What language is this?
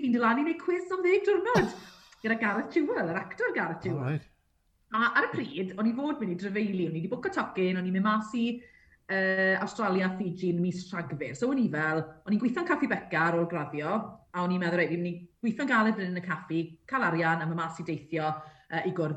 Welsh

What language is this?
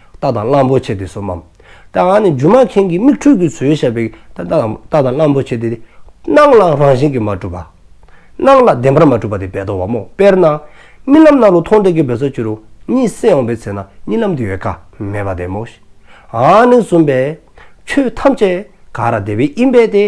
Dzongkha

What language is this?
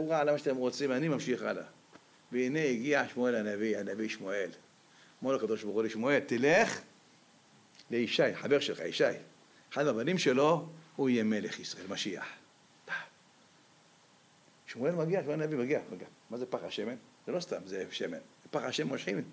Hebrew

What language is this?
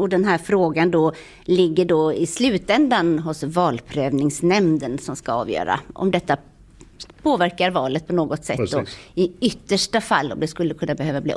Swedish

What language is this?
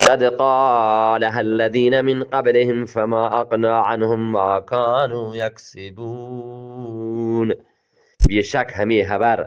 Eastern Balochi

